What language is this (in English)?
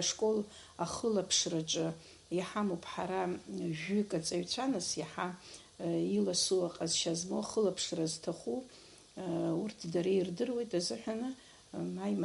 Abkhazian